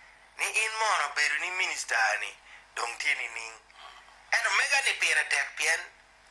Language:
Acoli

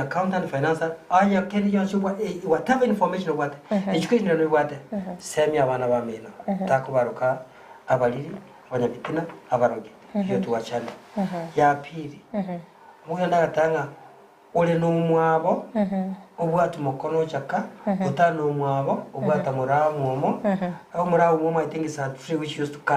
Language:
Gusii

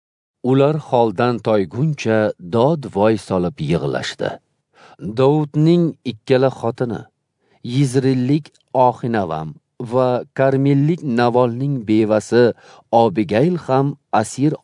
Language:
Uzbek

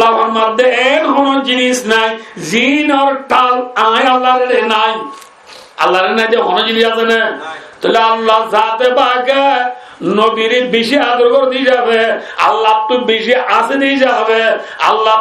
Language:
Rohingya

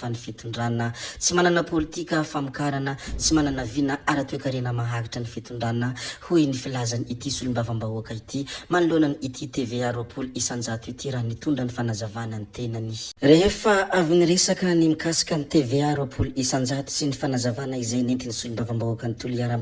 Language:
Malagasy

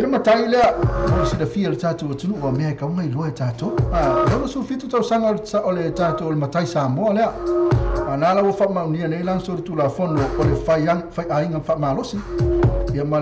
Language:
Samoan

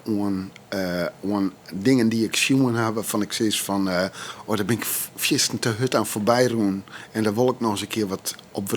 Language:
Western Frisian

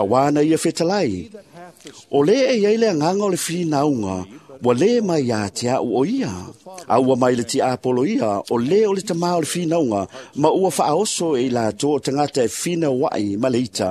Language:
Samoan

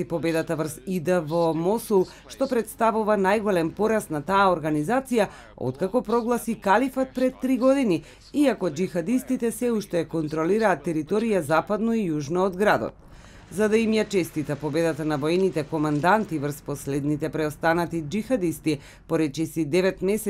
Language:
Macedonian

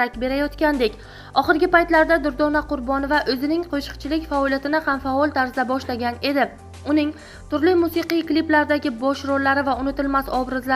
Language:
Uzbek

